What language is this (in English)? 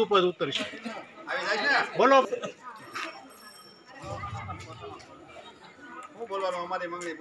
Gujarati